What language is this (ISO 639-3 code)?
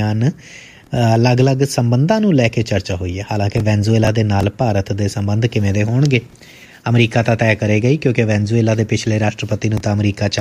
pan